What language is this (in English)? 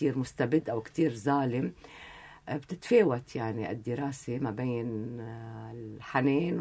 North Levantine Arabic